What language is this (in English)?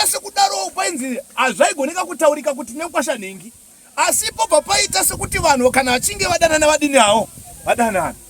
Shona